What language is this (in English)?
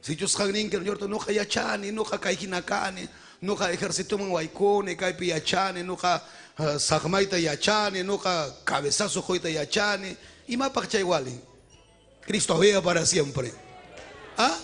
Ayacucho Quechua